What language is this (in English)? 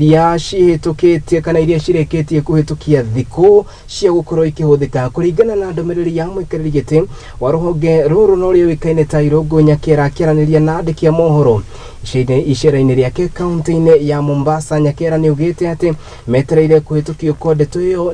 Kikuyu